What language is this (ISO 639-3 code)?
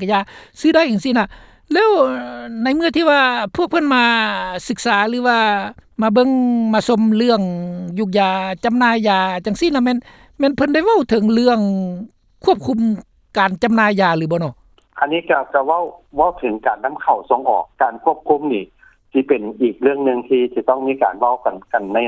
lao